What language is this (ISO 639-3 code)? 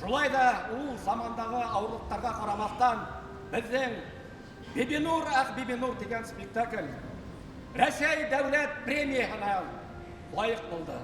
bak